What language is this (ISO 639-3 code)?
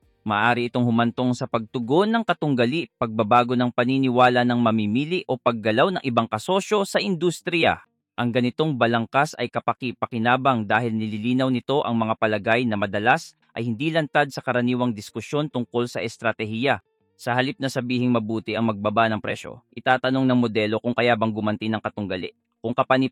fil